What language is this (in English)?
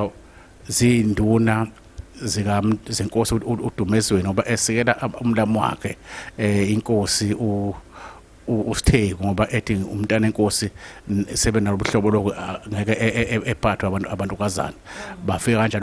Zulu